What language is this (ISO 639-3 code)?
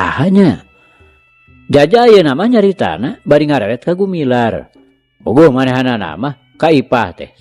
sun